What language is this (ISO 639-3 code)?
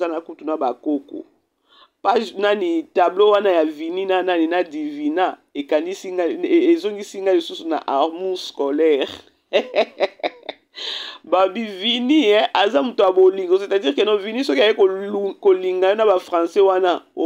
lin